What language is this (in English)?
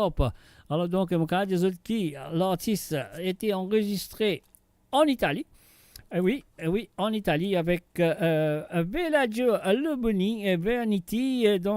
Morisyen